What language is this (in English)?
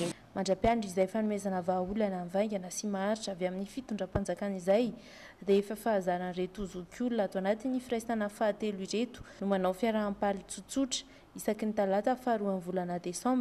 Malagasy